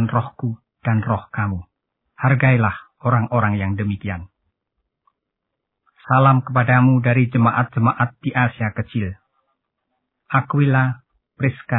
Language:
Indonesian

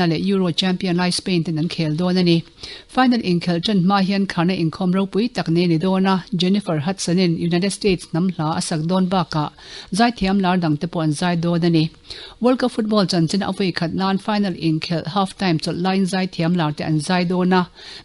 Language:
Mizo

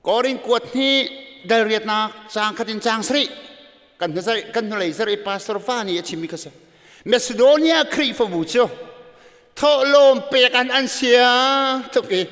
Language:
Hakha Chin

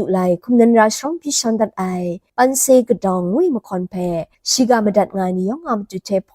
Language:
Kachin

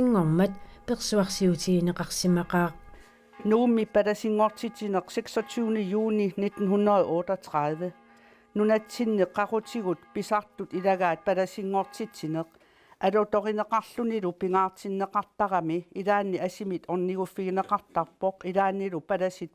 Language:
Kalaallisut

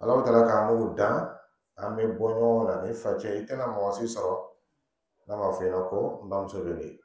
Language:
Dyula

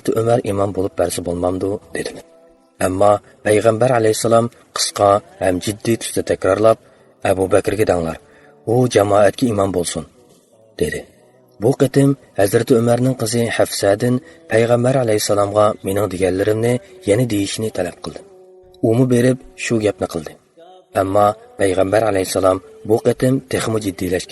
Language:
Uyghur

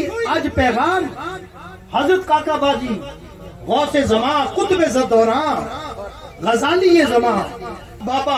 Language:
Gujari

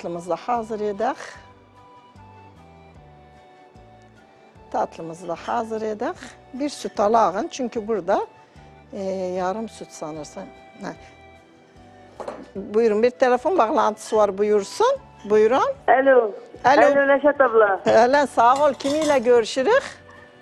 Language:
Turkish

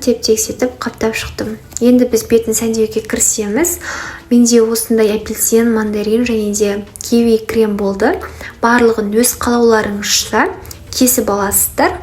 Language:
Kazakh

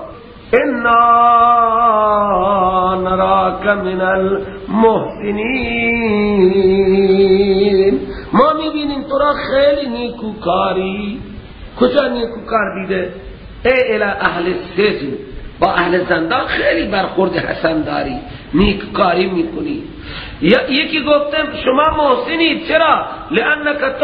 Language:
Persian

